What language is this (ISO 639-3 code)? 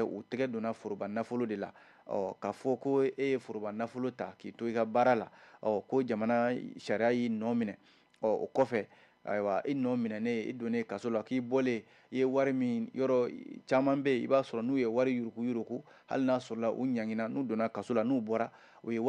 bam